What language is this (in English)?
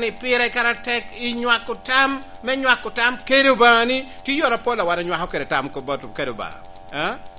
Lango (Uganda)